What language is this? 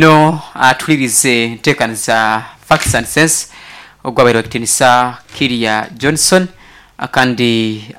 Nyoro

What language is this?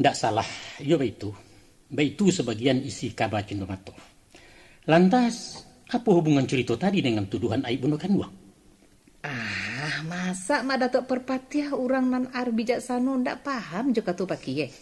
Minangkabau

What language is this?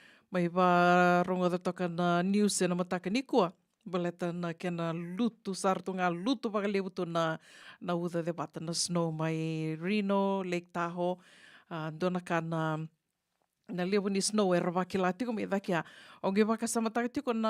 Fijian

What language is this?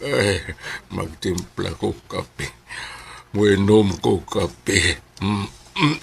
Cebuano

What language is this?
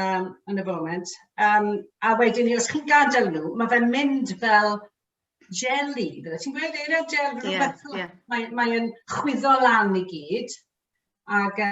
Welsh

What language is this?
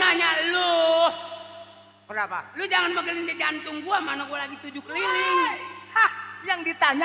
Betawi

